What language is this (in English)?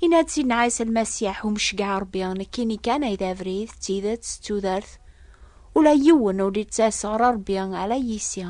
Kabyle